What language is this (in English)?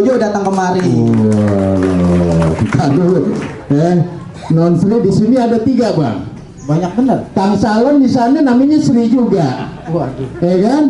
Betawi